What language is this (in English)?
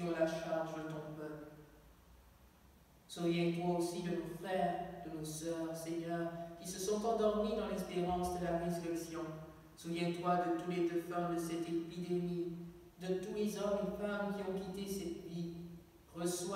French